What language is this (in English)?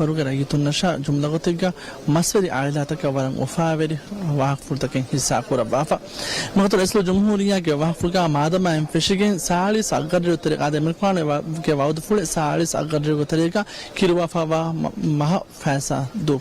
Divehi